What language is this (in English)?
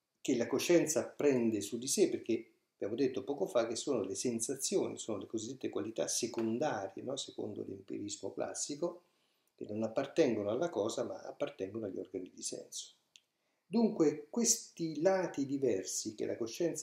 Italian